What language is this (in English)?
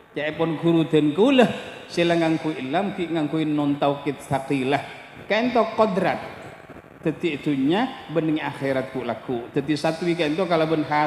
Madurese